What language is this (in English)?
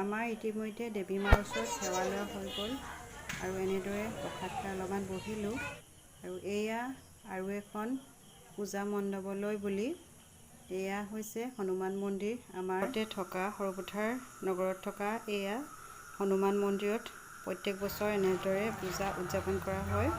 Assamese